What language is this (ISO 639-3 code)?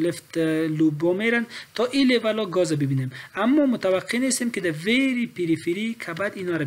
fas